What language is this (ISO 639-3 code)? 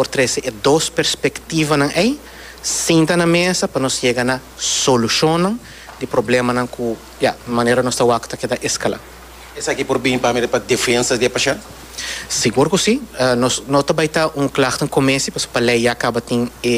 pap